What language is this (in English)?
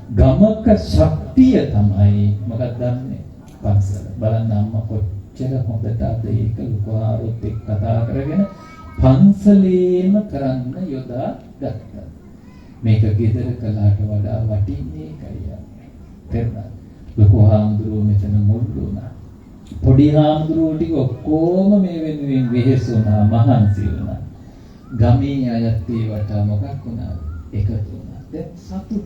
Sinhala